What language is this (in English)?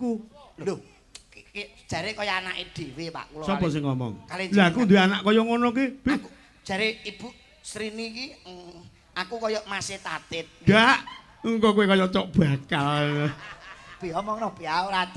Javanese